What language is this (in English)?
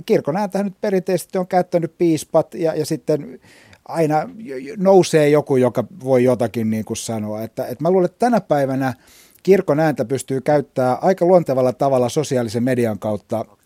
Finnish